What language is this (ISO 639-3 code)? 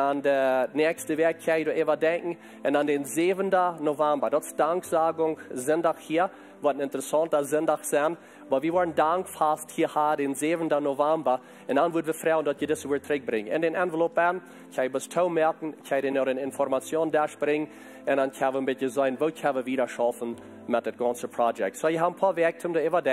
pdt